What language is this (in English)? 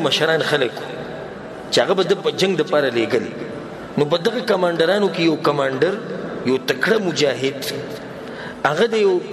Pashto